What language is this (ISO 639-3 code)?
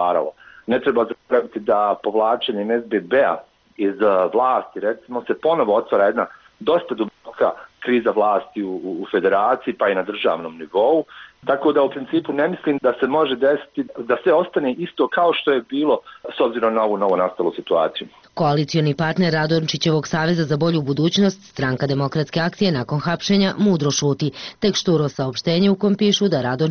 bos